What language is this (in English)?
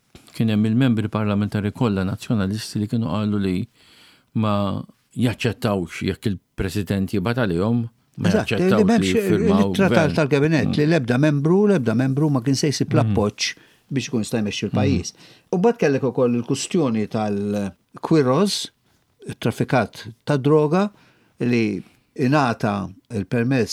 Maltese